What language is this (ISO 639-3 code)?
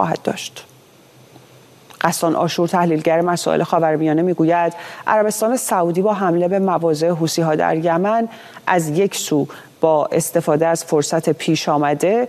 fas